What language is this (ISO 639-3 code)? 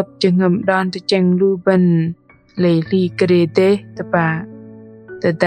bdq